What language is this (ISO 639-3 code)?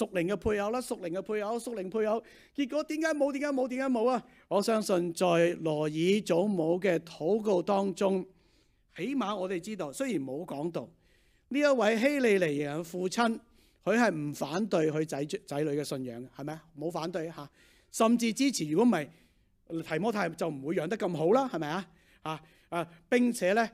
yue